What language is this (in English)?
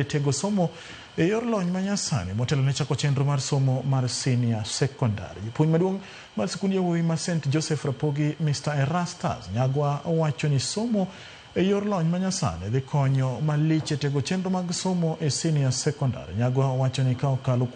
Luo (Kenya and Tanzania)